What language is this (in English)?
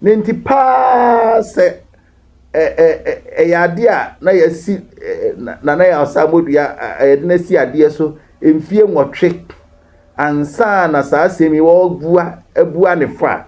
Akan